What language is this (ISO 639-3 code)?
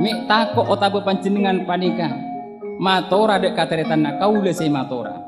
mad